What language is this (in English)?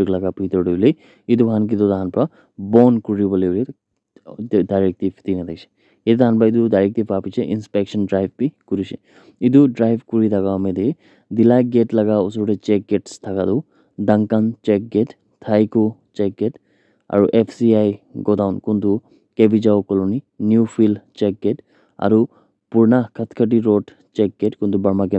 Naga Pidgin